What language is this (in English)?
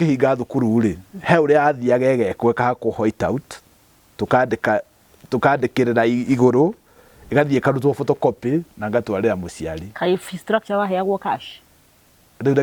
Kikuyu